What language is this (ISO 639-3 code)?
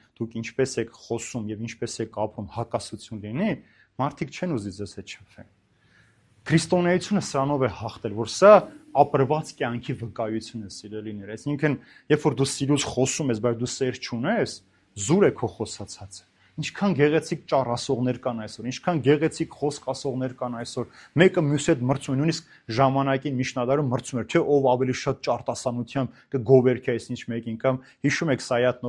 hye